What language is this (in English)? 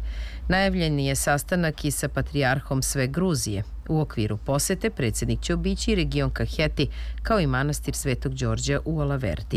Serbian